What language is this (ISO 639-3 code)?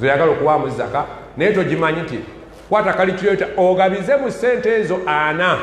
lug